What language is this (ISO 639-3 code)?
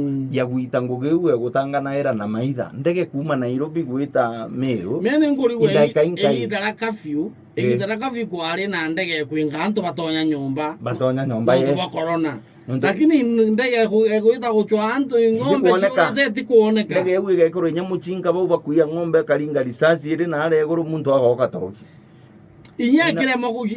mer